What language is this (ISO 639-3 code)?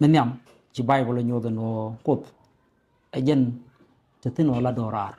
nus